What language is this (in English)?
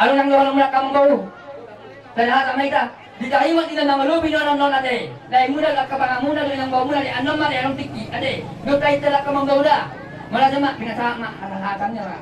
Batak Toba